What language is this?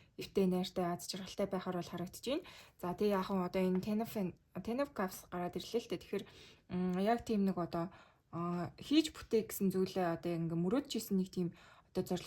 Mongolian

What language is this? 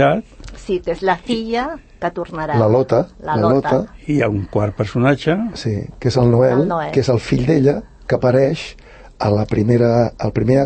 Catalan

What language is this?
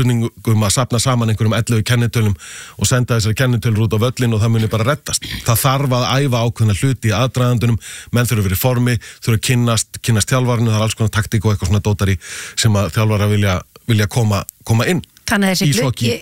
Icelandic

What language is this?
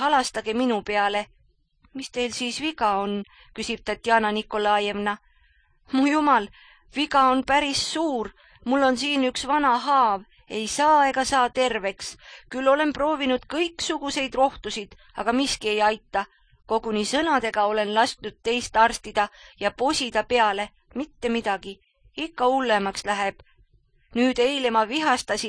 Estonian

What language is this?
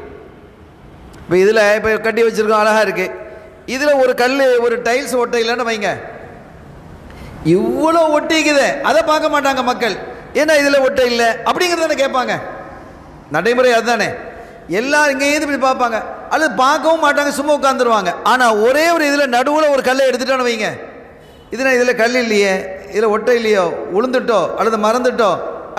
Tamil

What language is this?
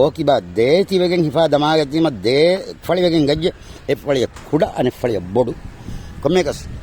Divehi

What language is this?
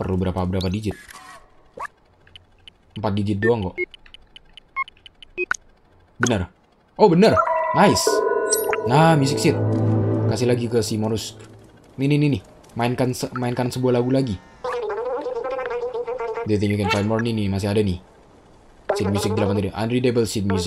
Indonesian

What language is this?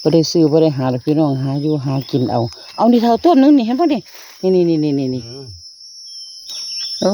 Northeastern Thai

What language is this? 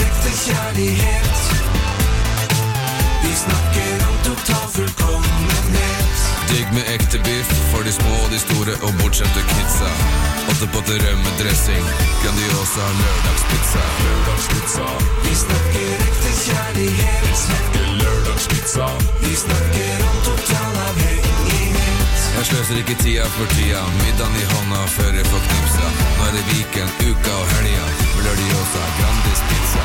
Norwegian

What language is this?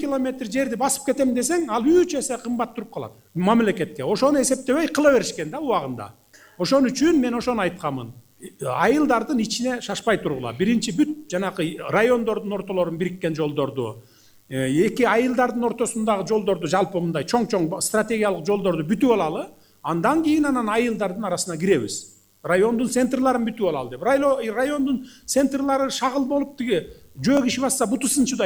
Kyrgyz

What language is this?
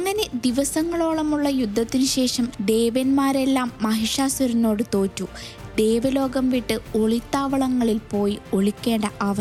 Malayalam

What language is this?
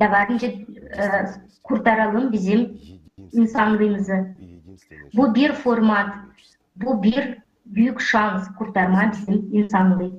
Gagauz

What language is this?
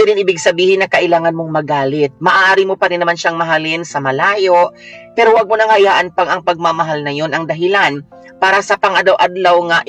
Cebuano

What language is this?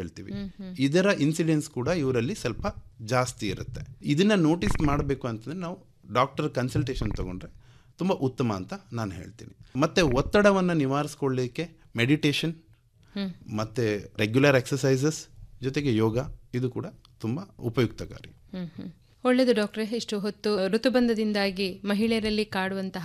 Kannada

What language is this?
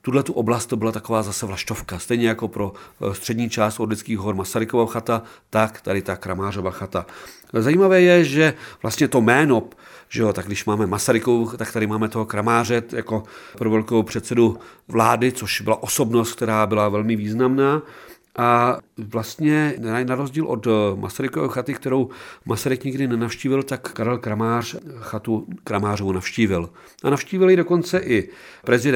Czech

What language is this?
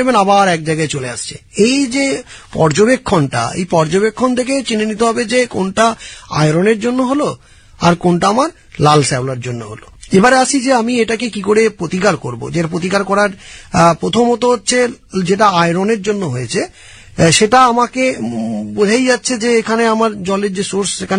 Bangla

